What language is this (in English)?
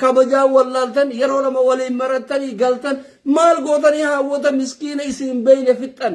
Oromo